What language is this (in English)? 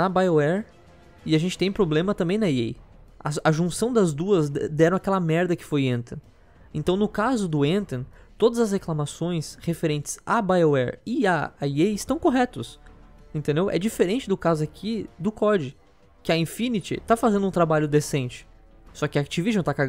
Portuguese